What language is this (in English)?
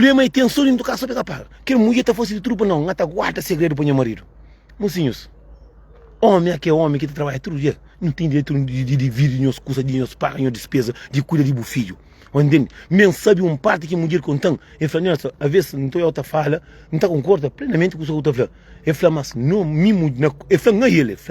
Kabuverdianu